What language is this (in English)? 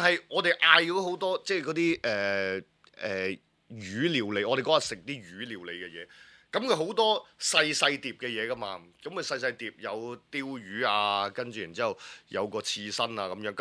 Cantonese